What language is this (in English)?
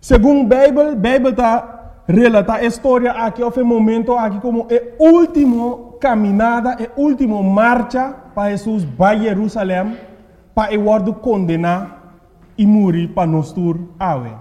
Papiamento